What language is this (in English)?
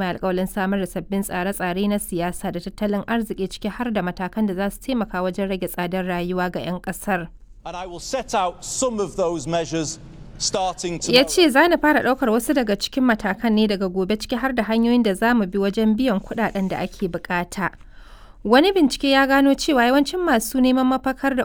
Hausa